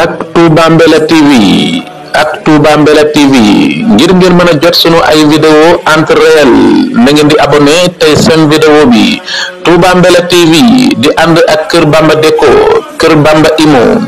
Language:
Wolof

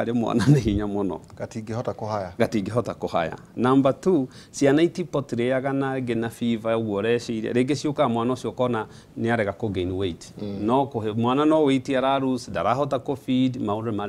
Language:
Kikuyu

